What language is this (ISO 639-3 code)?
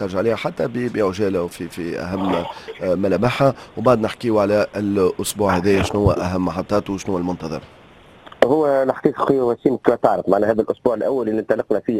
aeb